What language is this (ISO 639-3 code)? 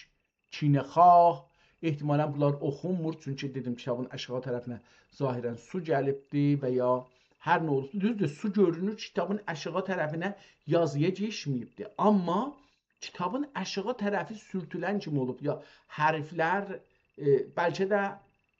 azb